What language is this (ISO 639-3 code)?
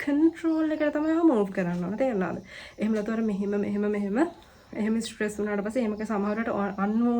sin